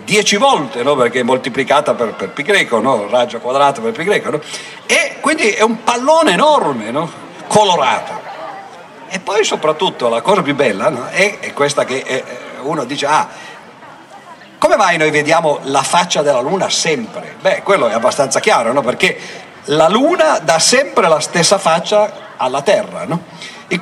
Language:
Italian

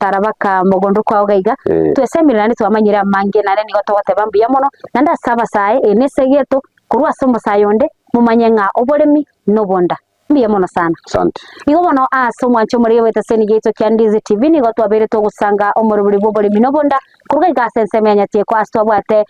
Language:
Gusii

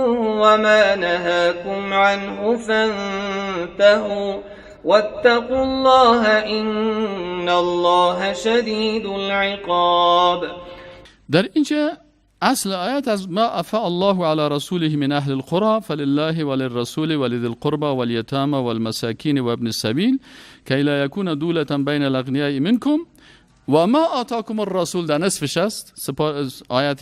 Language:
Persian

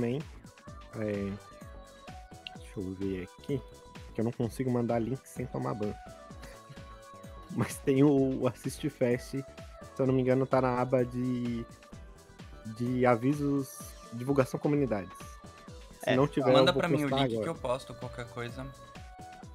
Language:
Portuguese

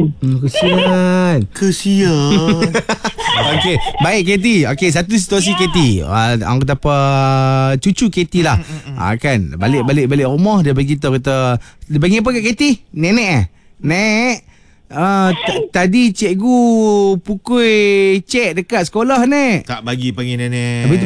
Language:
Malay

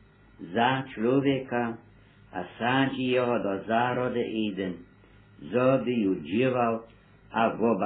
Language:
Upper Sorbian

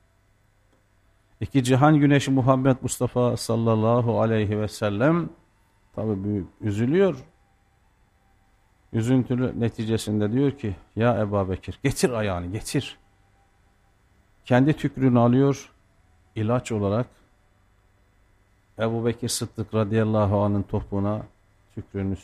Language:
Turkish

